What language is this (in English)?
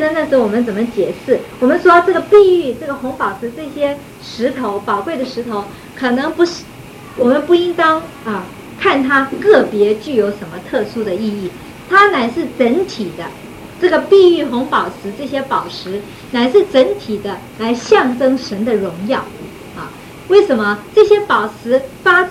Chinese